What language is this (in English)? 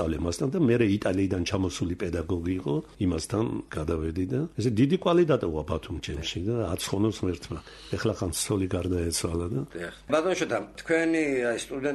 Georgian